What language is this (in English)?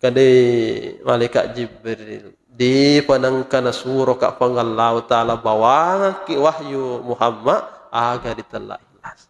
Buginese